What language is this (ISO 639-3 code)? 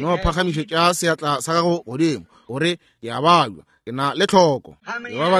nso